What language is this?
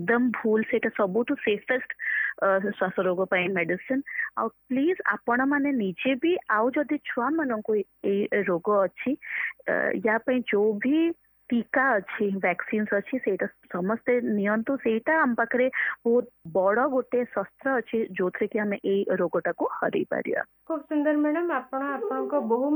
Odia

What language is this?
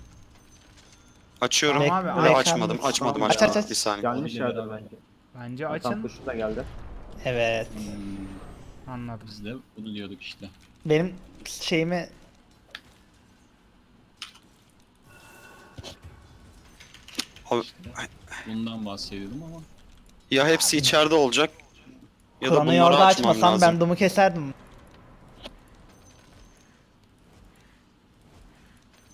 Turkish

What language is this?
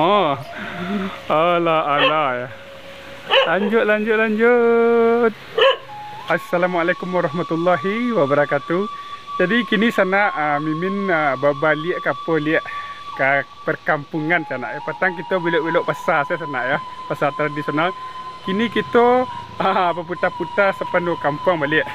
Minangkabau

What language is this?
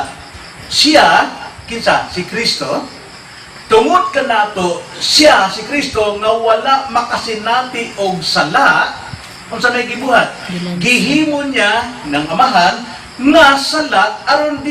Cebuano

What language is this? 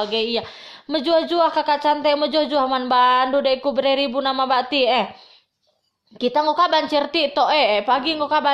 Batak Karo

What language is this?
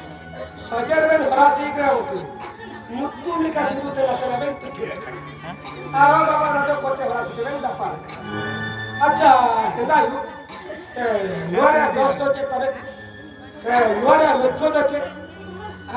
Santali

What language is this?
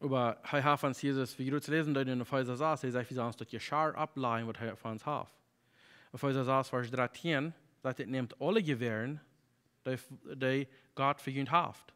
Plautdietsch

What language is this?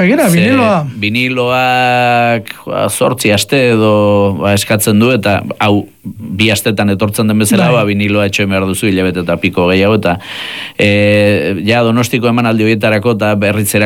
Basque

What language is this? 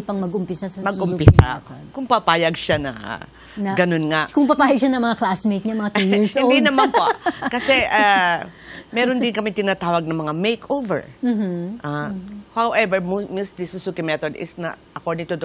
Filipino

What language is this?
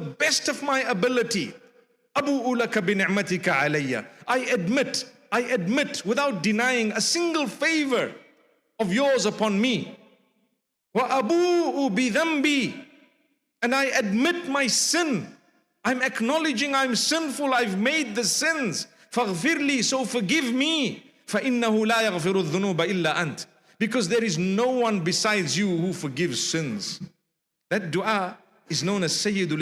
English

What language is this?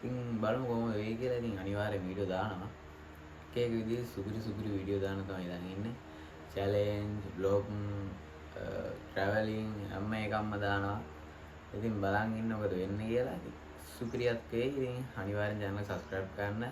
Sinhala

